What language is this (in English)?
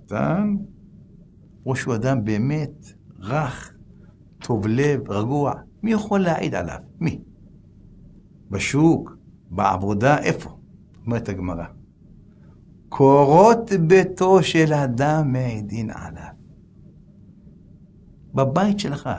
Hebrew